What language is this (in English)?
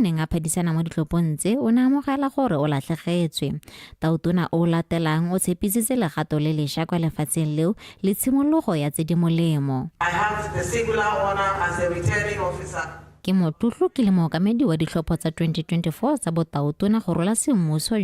Tswana